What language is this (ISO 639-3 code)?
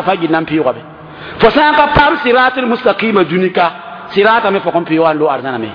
mos